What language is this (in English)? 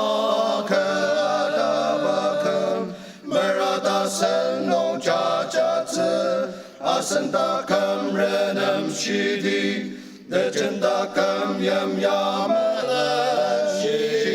Ao Naga